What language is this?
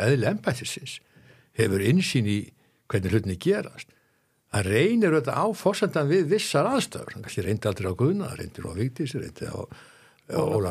Icelandic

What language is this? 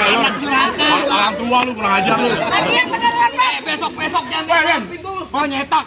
Betawi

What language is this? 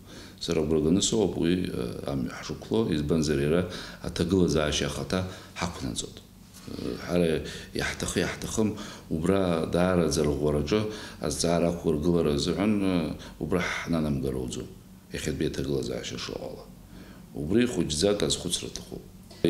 Abkhazian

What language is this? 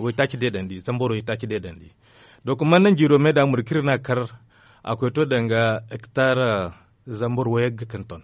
Zarma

